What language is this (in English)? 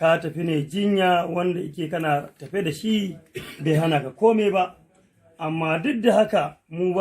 Hausa